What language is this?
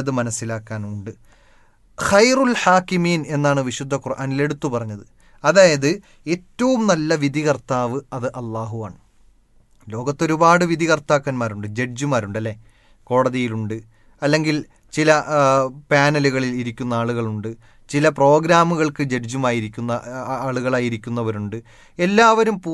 Malayalam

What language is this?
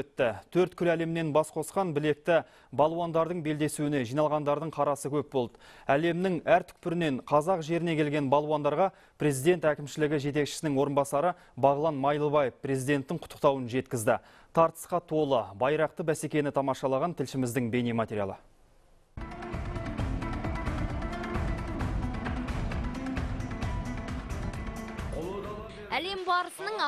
Kazakh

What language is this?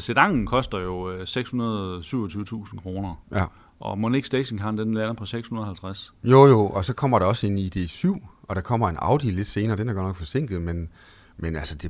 Danish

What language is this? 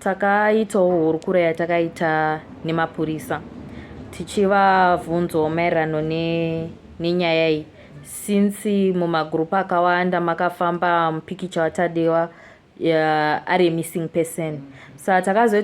Shona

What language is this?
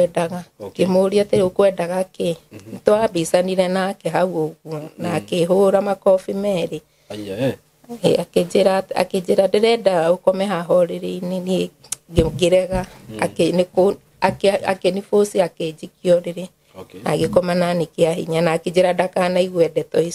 Kikuyu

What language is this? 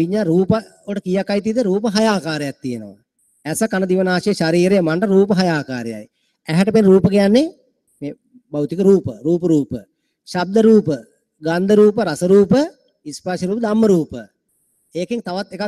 Sinhala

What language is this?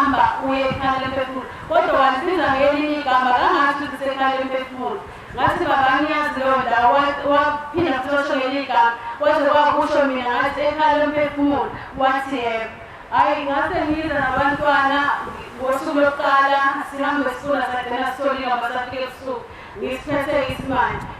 Zulu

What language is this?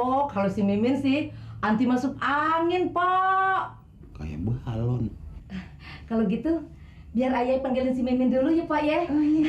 Betawi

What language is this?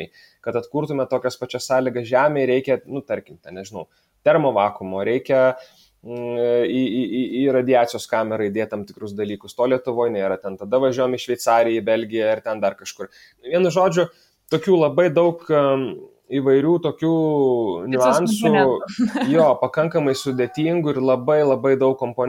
Lithuanian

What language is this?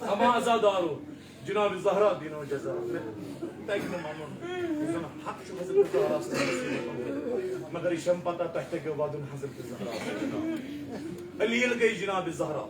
Kashmiri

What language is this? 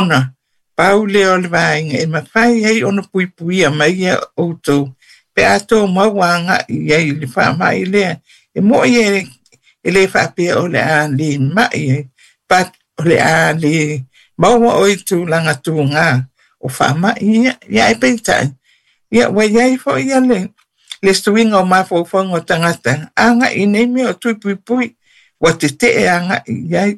Samoan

